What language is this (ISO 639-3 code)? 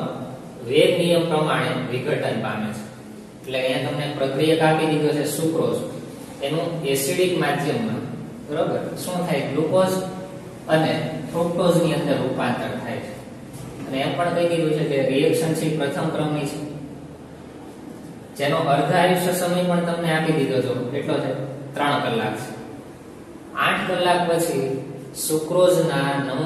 guj